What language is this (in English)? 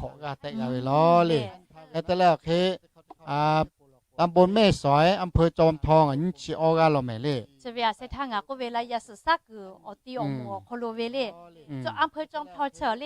Lahu